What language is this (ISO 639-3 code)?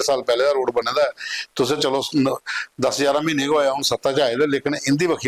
doi